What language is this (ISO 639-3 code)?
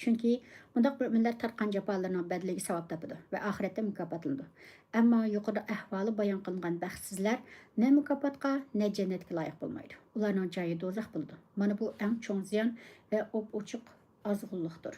uig